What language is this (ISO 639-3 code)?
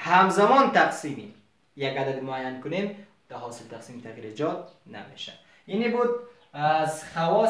fas